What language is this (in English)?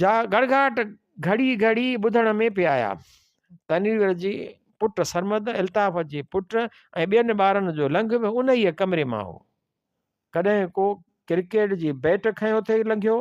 Sindhi